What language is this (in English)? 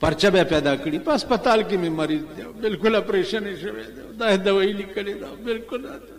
Pashto